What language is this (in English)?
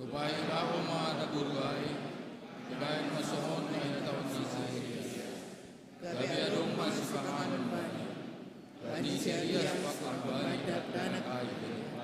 Batak Simalungun